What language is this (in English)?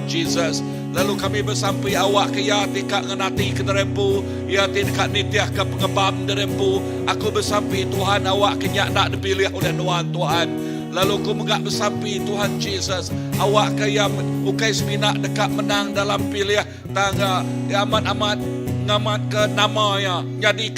Iban